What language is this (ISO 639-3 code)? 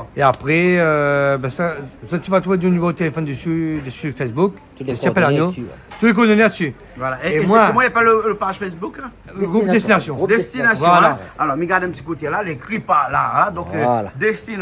rcf